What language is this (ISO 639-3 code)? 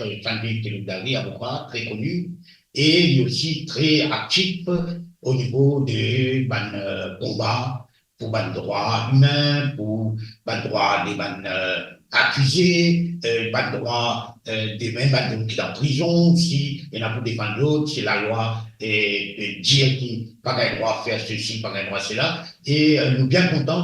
mfe